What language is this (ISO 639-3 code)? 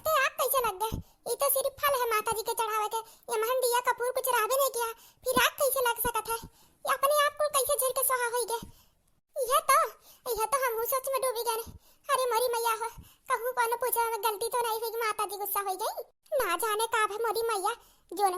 awa